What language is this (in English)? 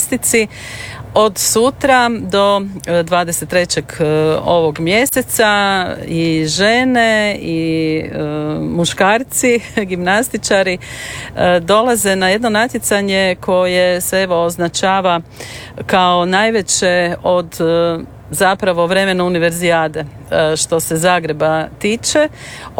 Croatian